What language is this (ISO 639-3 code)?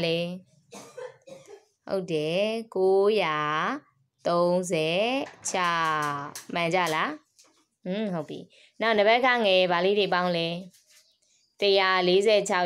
mya